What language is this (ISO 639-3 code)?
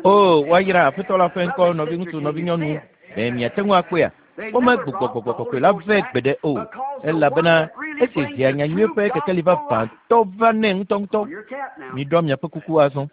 ewe